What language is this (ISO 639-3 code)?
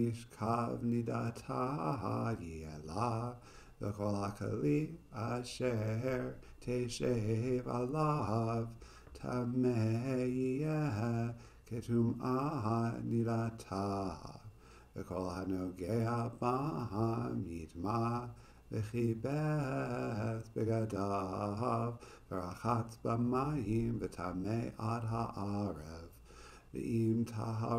heb